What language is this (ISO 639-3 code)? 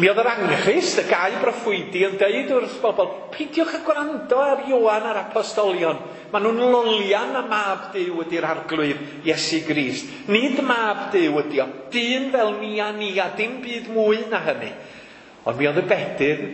cym